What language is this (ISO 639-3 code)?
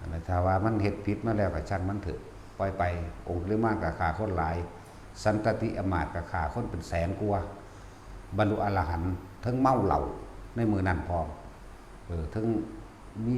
tts